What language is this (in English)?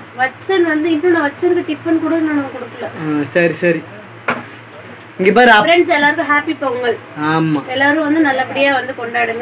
Tamil